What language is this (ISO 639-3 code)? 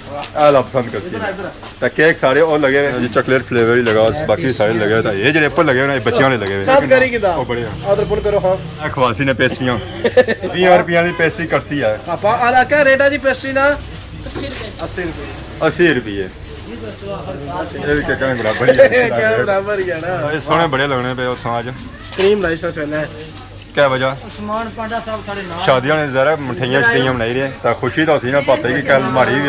phr